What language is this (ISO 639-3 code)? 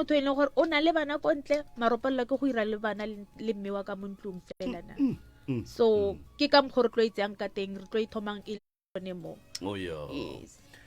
nso